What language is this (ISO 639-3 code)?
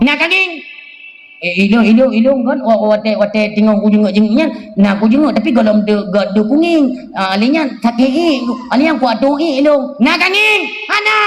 ace